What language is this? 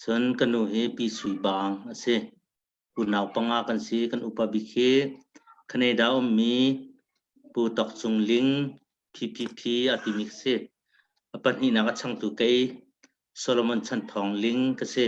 Hakha Chin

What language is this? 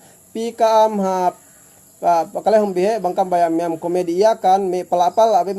Yakan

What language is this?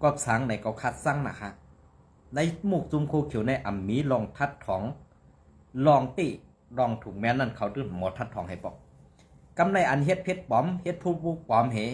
Shan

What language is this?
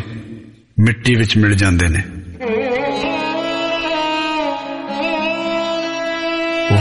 Punjabi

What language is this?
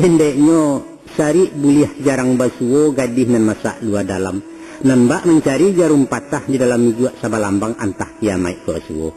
Minangkabau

